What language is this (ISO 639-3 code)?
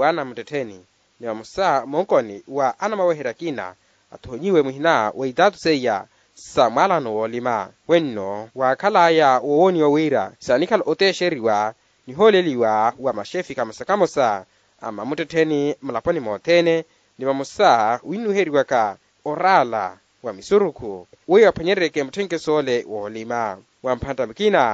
vmw